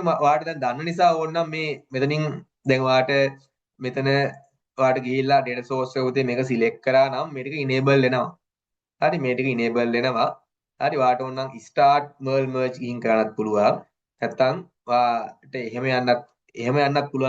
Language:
Sinhala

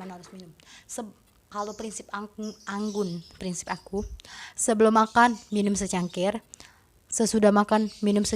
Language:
Musi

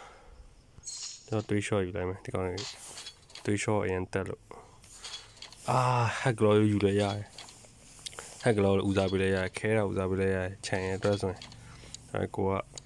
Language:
Burmese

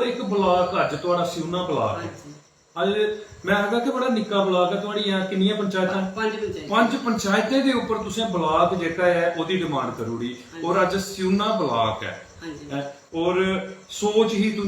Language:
Dogri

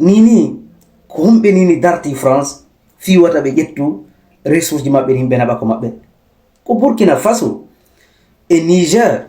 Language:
Fula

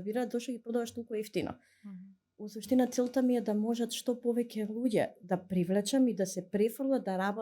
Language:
Macedonian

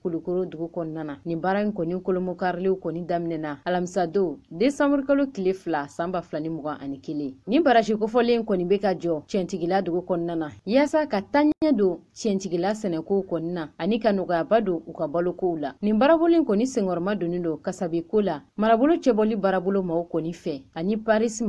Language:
Bambara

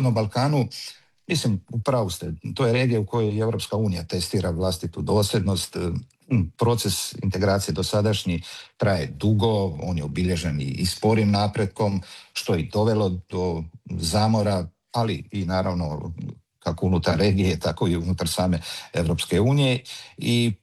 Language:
Croatian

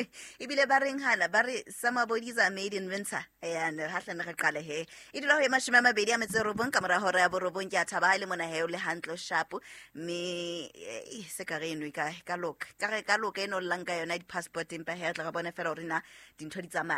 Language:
Southern Sotho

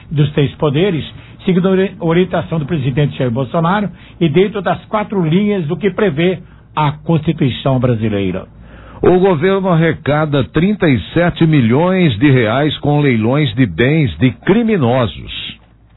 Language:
Portuguese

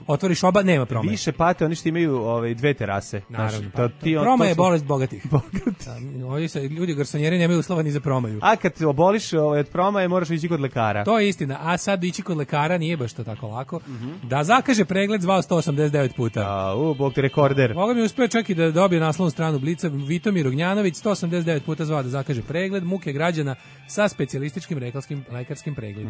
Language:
Serbian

